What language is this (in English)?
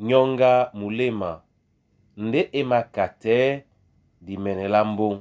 Duala